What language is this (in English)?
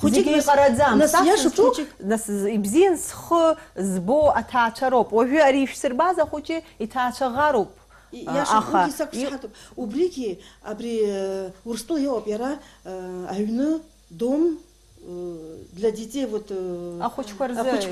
Abkhazian